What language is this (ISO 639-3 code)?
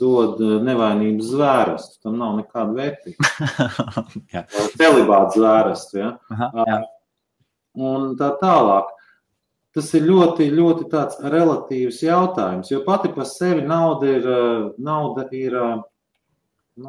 lav